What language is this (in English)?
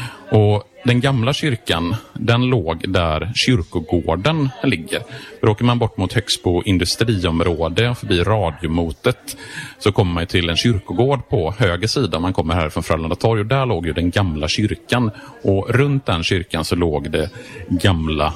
Swedish